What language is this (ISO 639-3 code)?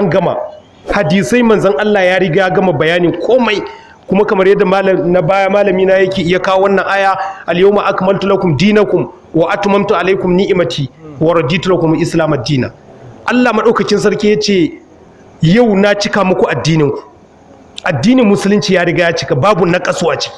hau